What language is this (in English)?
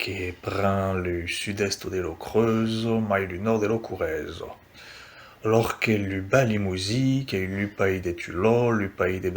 Occitan